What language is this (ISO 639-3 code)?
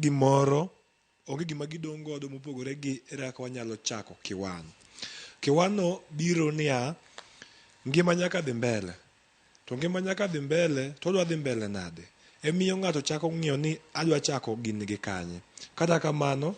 luo